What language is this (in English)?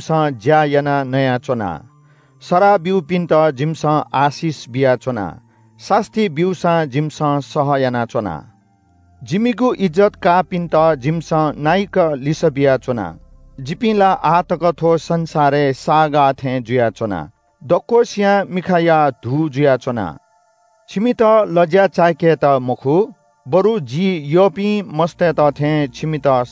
Newari